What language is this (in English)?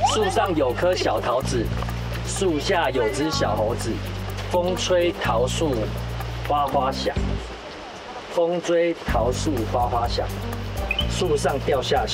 Chinese